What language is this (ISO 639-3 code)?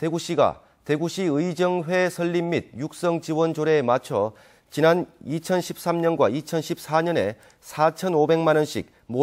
kor